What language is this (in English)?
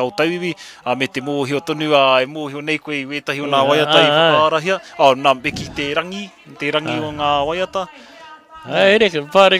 Māori